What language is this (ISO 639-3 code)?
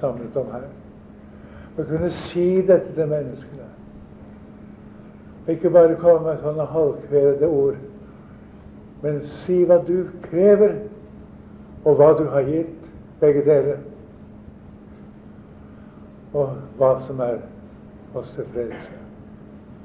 nor